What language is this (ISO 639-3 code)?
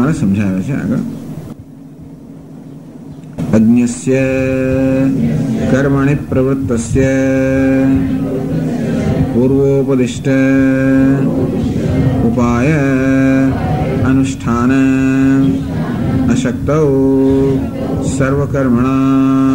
guj